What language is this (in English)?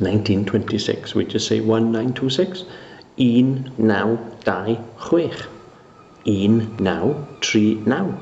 Welsh